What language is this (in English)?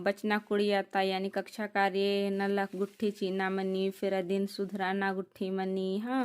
Kurukh